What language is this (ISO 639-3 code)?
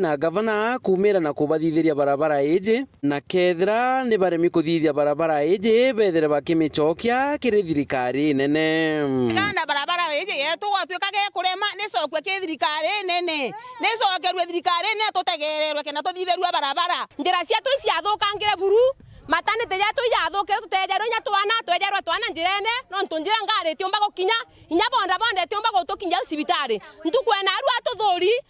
mer